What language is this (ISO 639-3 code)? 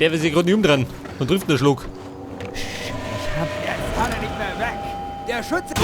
bar